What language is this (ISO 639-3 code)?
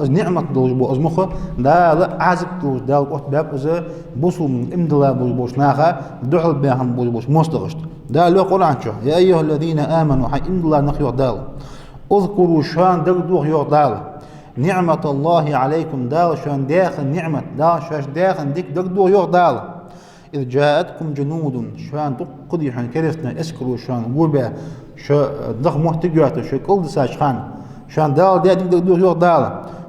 inh